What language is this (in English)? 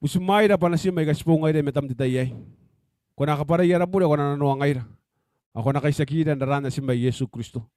Gilbertese